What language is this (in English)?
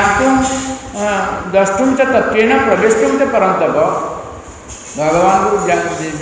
Odia